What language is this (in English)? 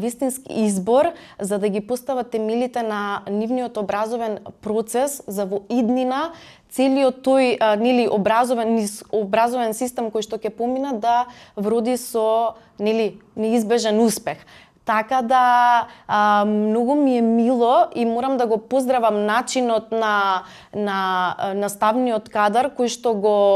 Macedonian